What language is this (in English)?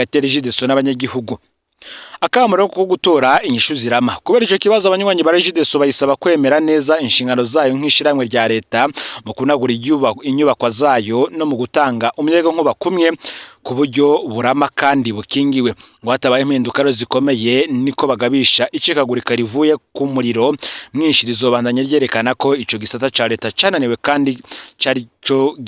Rundi